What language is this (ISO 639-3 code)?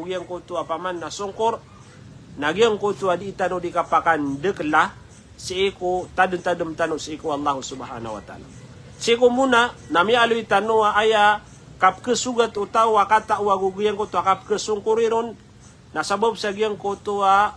mrw